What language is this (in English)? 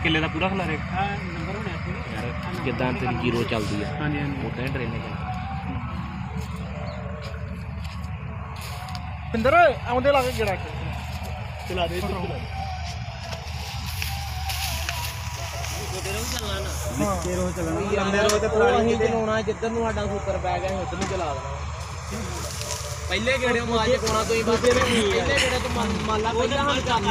Punjabi